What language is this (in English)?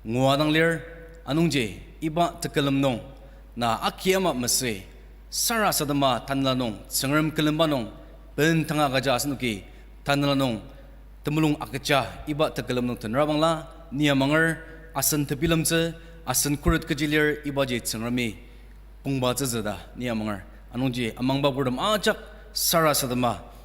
Ao Naga